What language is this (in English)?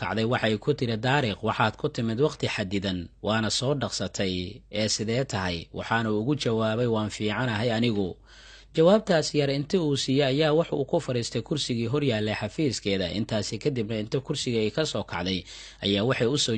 Somali